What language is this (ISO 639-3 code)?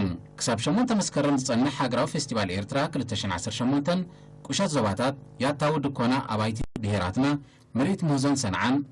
tir